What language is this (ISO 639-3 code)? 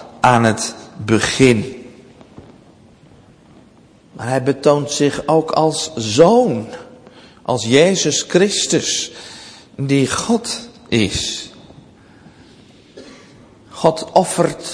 nld